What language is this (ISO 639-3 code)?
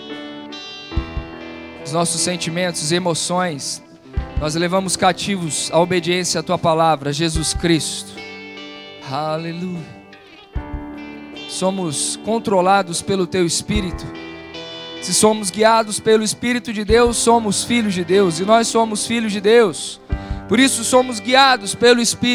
por